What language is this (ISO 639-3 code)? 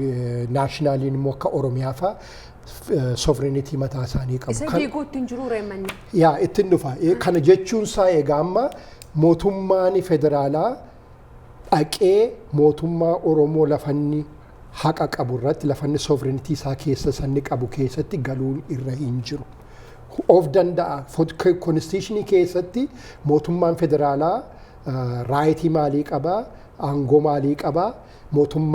orm